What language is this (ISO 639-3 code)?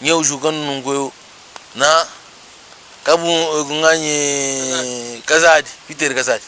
lua